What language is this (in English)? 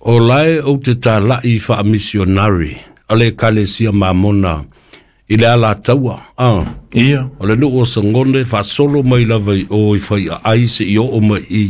Samoan